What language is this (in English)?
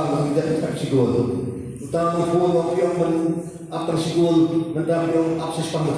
Khasi